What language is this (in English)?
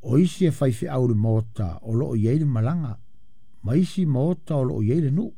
Samoan